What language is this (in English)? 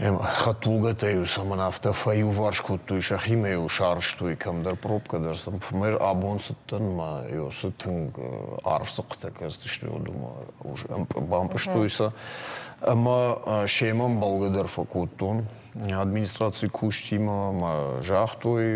Ossetic